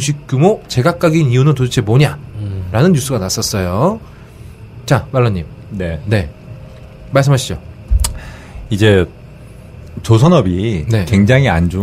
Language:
Korean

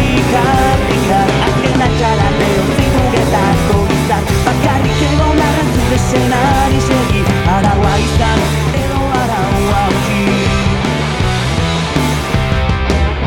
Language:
Basque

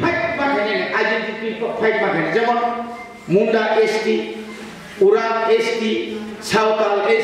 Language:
Kok Borok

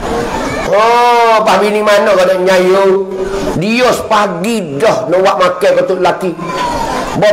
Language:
Pattani Malay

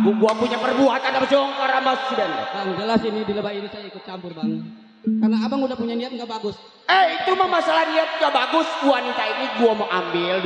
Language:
Betawi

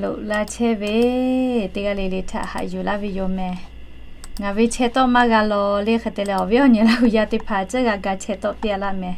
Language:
Lahu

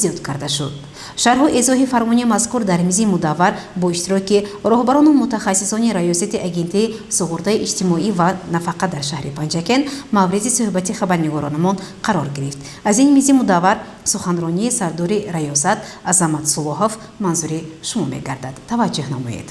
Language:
Tajik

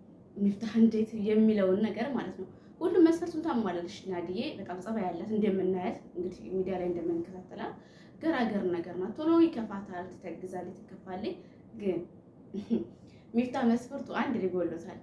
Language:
Amharic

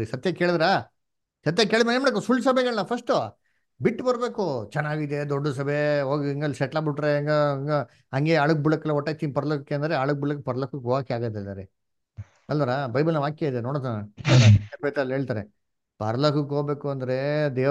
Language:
Kannada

